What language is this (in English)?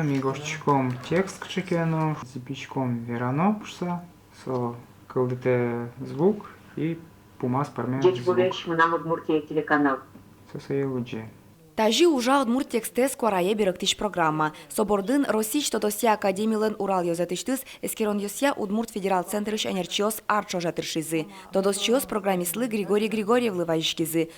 Udmurt